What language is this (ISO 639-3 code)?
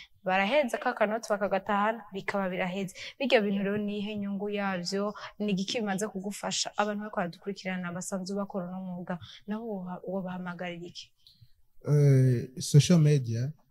run